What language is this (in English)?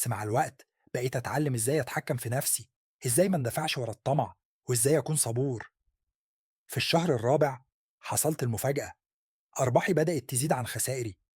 Egyptian Arabic